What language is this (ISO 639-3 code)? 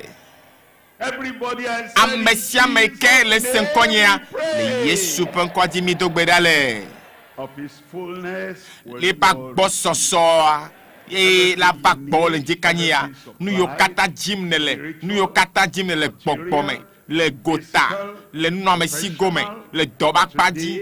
ewe